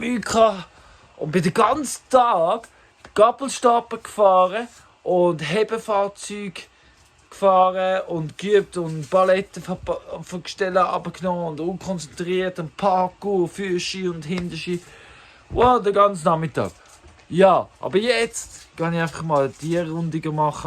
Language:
Swiss German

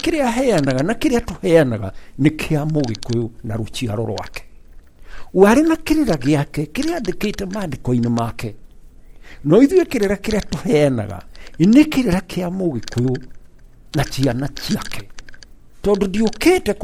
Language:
Kikuyu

